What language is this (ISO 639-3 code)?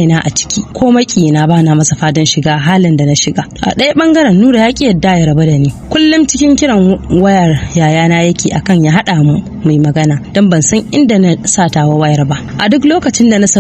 hau